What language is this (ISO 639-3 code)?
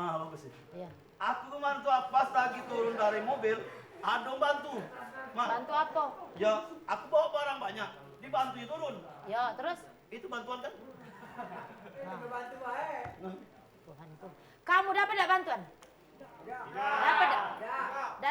mui